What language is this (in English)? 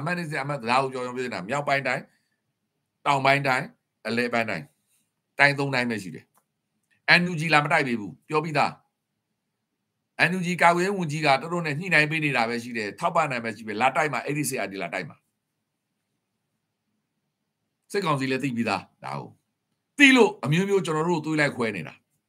Burmese